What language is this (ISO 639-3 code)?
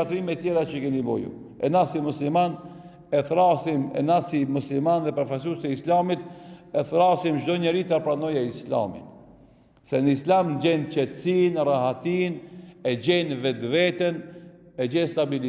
sqi